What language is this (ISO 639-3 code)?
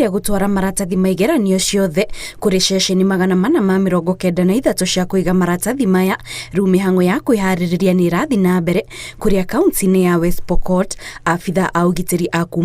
kik